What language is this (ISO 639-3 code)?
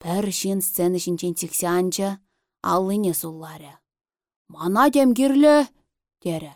chv